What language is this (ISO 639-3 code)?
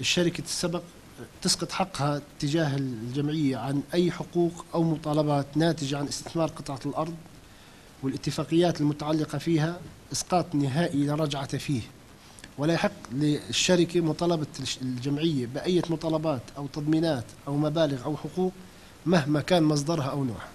apc